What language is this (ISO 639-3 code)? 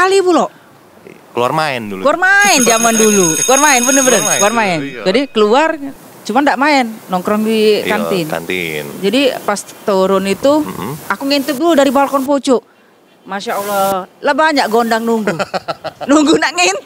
mui